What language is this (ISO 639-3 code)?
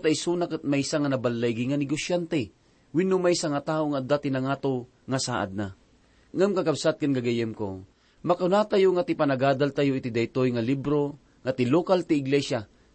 ilo